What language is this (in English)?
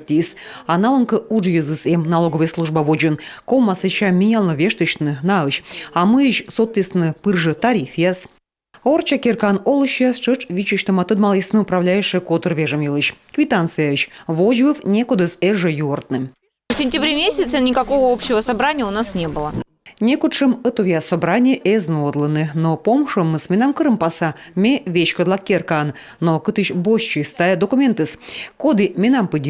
Komi